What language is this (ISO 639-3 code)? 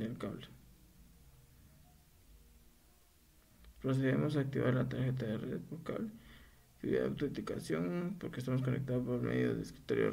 spa